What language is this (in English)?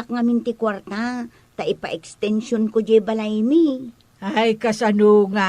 Iloko